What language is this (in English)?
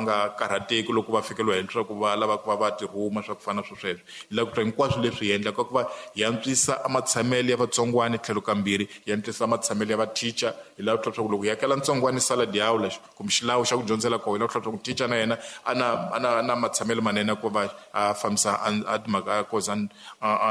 Tsonga